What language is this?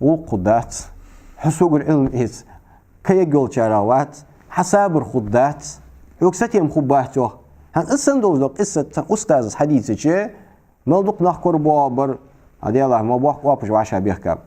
Ingush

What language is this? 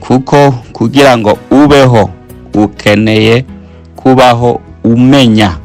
Rundi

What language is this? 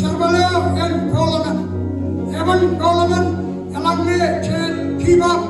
Marshallese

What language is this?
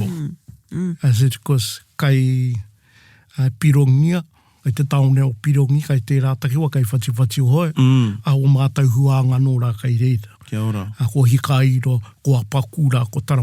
Māori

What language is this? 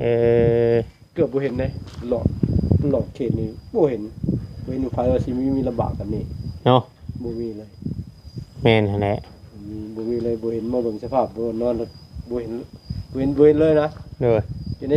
Northeastern Thai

